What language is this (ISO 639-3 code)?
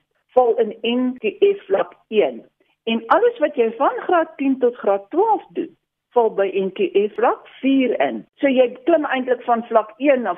afr